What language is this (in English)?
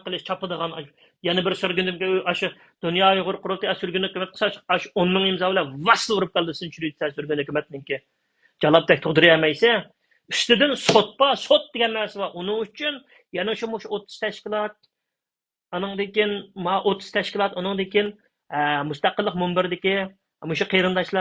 Uyghur